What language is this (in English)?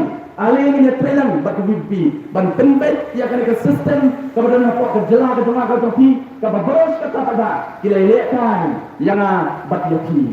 Khasi